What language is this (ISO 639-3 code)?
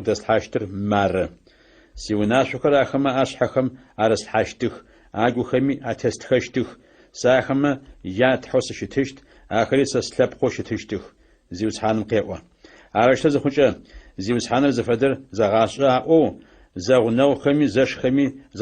ady